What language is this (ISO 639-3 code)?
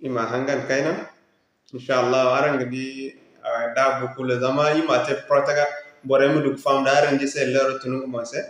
dje